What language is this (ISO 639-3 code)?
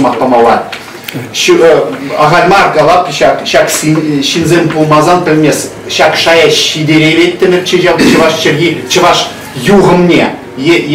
chv